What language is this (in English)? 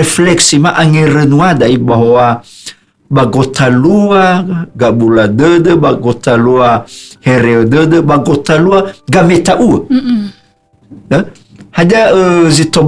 Nias